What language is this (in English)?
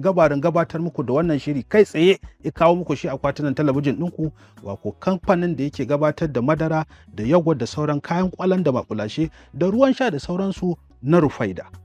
Hausa